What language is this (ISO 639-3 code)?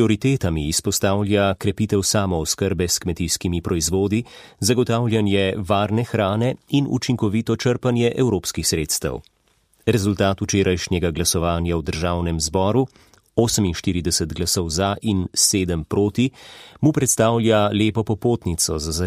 slv